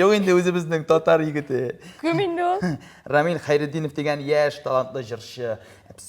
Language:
Tatar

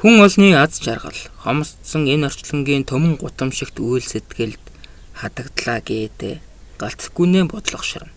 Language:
Mongolian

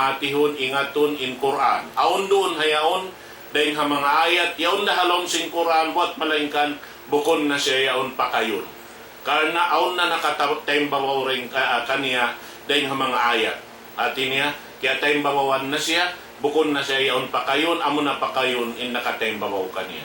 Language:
Tausug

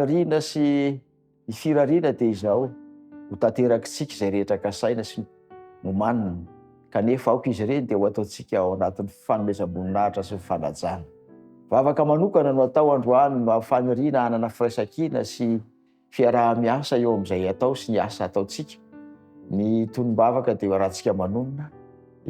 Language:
Malagasy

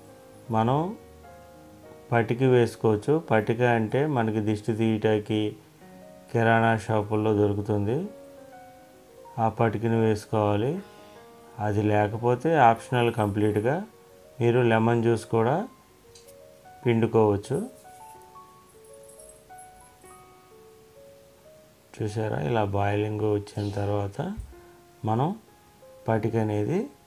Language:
Telugu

